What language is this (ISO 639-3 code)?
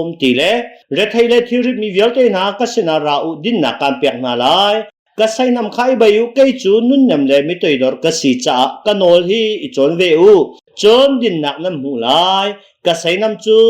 cnh